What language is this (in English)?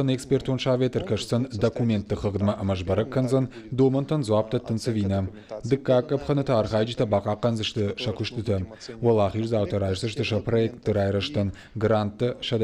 Ossetic